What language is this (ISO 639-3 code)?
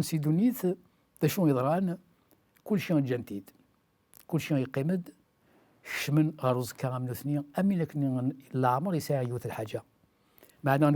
kab